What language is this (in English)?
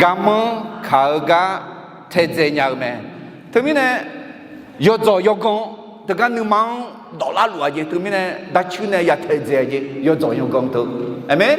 Akha